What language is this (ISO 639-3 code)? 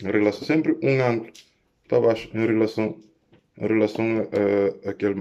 kea